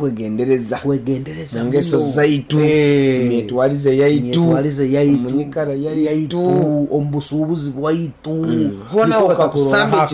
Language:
Nyankole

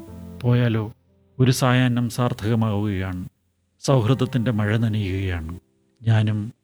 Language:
Malayalam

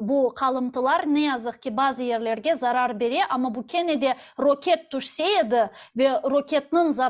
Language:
Crimean Tatar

